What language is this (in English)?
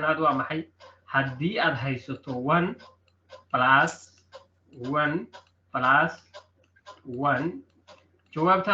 Somali